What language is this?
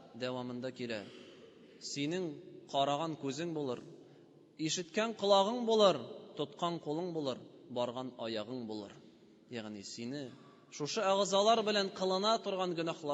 Tatar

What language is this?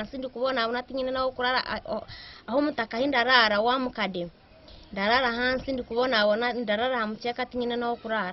Nyankole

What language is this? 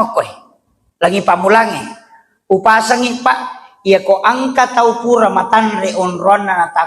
Buginese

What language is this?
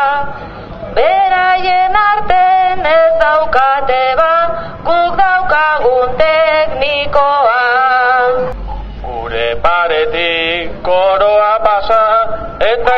Basque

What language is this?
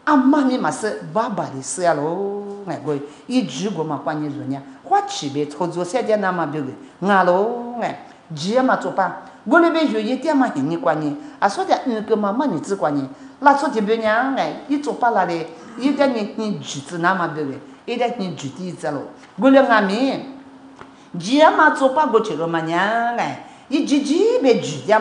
Lisu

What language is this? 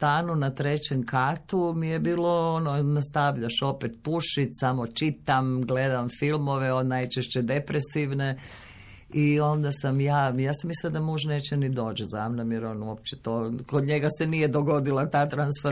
Croatian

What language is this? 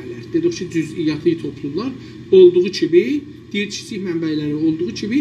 South Azerbaijani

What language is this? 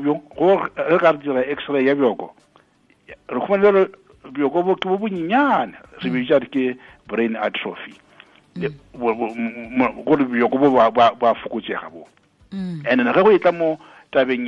Northern Sotho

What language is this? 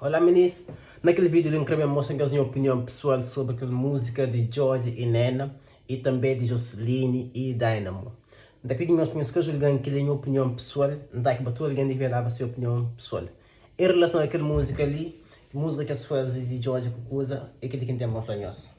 Kabuverdianu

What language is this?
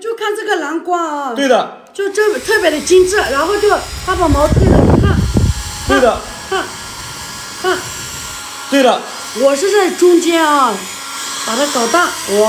Chinese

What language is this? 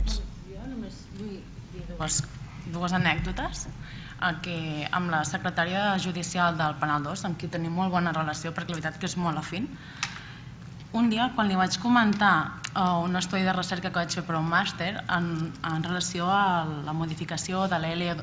Catalan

